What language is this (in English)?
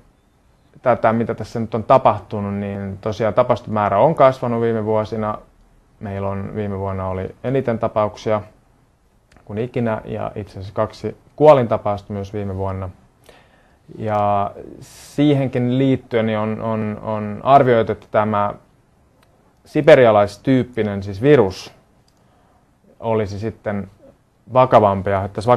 Finnish